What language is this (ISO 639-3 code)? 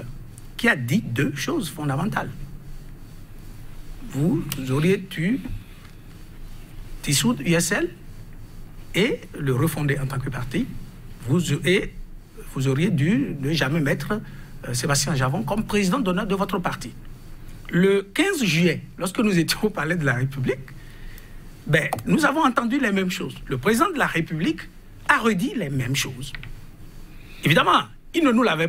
fra